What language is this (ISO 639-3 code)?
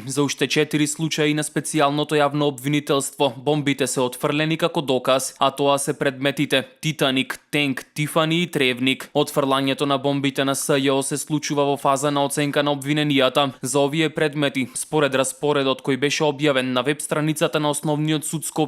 mkd